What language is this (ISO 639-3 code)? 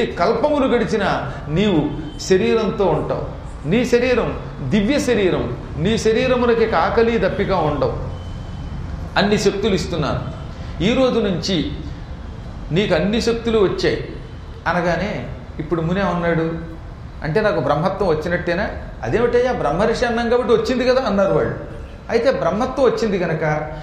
tel